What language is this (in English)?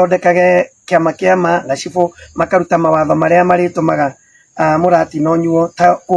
Kikuyu